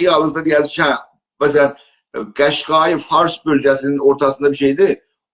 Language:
South Azerbaijani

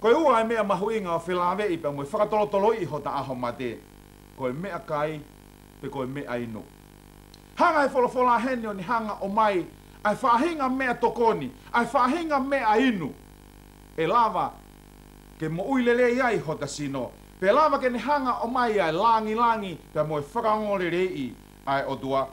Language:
Tongan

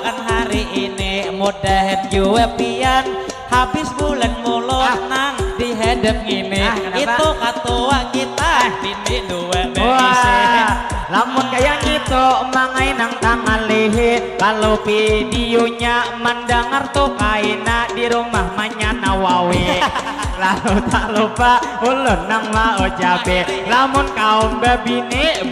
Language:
Banjar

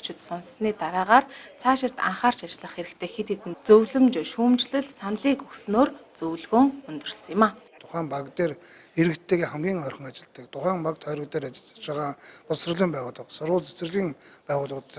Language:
Mongolian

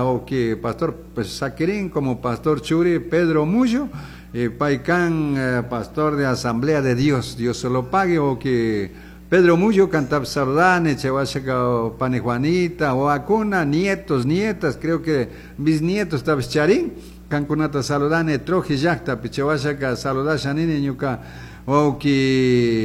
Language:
Chimborazo Highland Quichua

